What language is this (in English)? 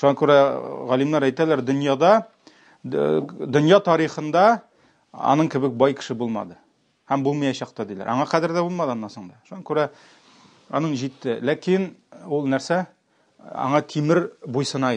Tatar